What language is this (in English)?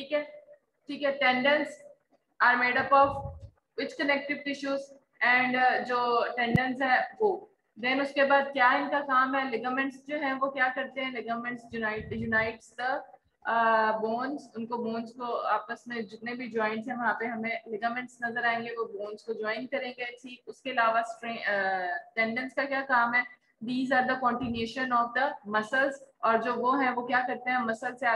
Hindi